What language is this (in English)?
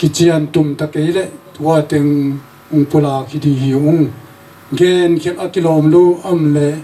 Tedim Chin